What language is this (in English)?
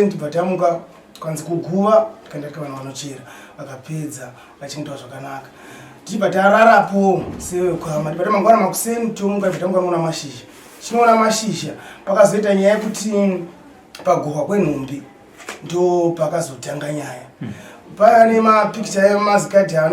Shona